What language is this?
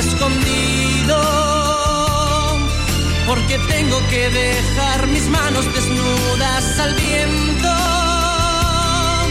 Spanish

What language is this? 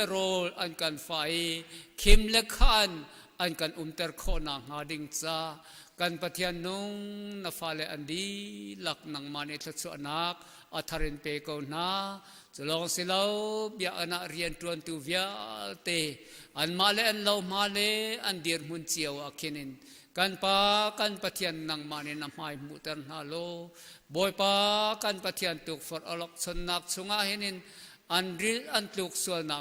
Hakha Chin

